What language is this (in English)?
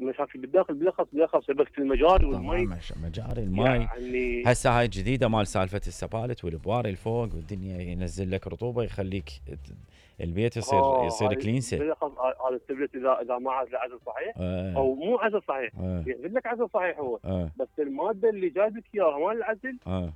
Mesopotamian Arabic